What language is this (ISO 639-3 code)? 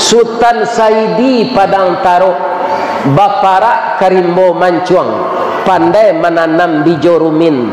min